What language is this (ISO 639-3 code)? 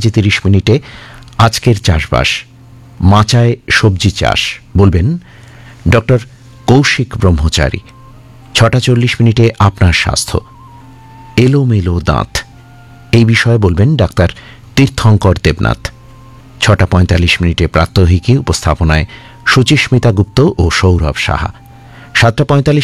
ben